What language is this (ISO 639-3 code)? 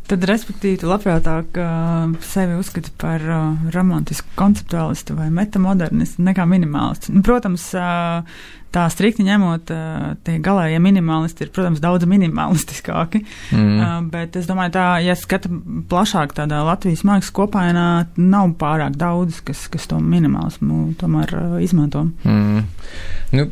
lav